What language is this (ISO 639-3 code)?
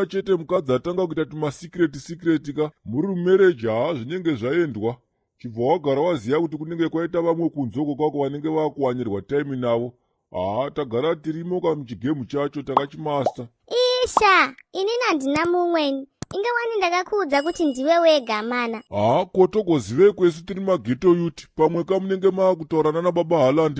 sna